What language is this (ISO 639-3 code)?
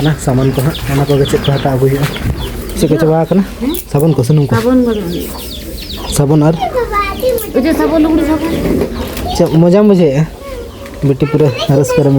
sat